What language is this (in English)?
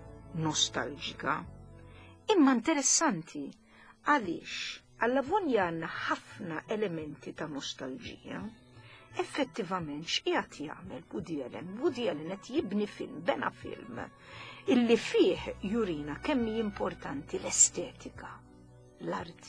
Maltese